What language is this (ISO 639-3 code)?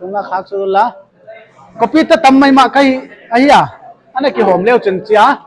pck